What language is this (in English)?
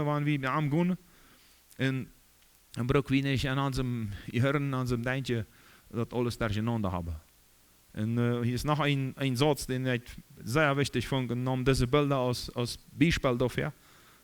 Plautdietsch